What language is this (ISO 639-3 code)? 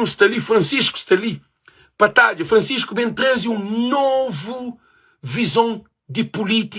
kea